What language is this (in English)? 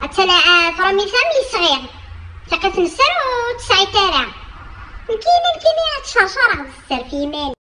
Kabyle